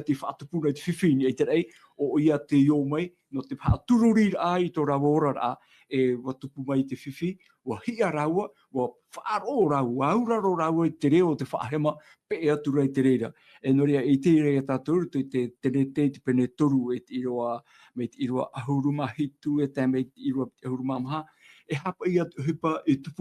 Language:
Tahitian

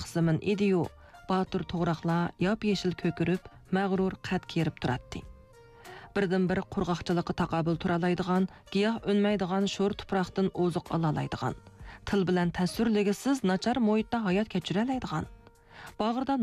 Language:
Uyghur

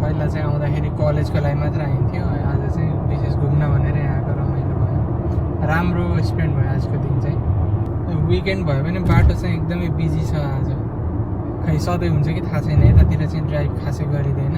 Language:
Nepali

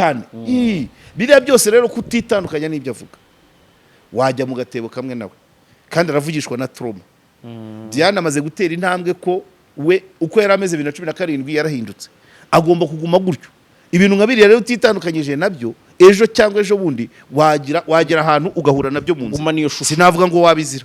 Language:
Kinyarwanda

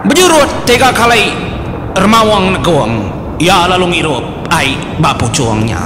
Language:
Iban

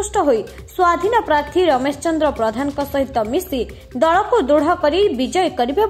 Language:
Odia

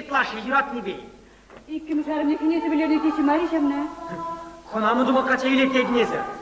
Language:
Chuvash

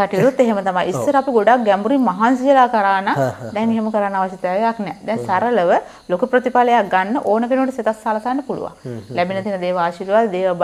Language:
Sinhala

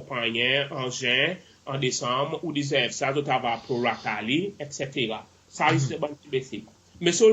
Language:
Seselwa Creole French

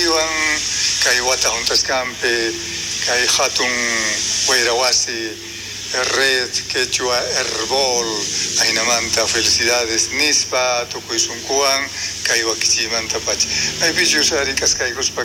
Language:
South Bolivian Quechua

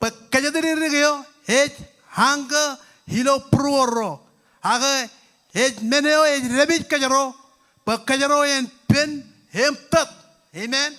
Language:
Marshallese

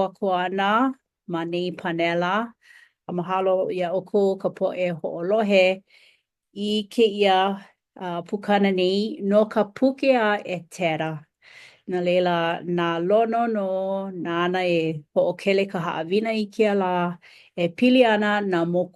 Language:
Hawaiian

